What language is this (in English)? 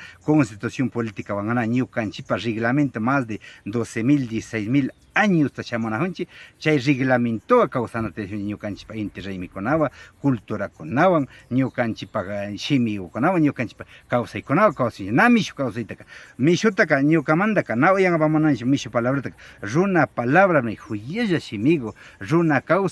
Imbabura Highland Quichua